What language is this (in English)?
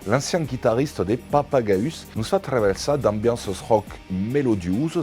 Occitan